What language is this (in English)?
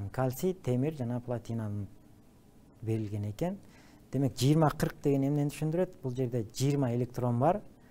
Kyrgyz